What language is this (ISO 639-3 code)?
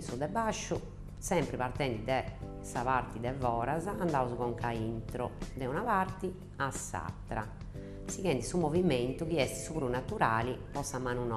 srd